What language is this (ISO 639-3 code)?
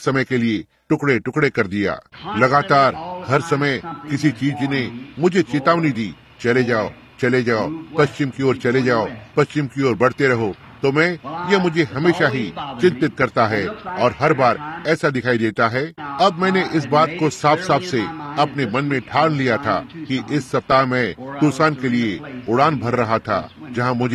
hin